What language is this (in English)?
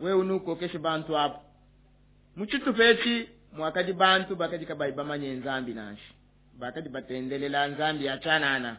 Luba-Lulua